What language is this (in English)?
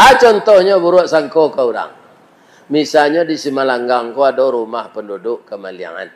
Minangkabau